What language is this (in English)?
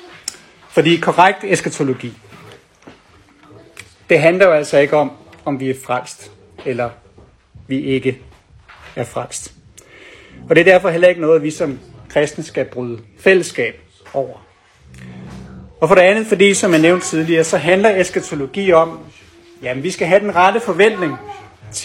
Danish